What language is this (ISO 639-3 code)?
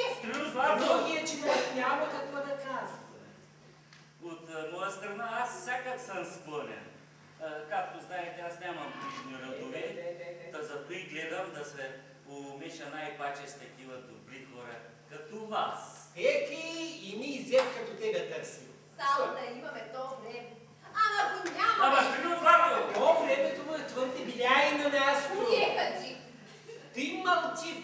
bul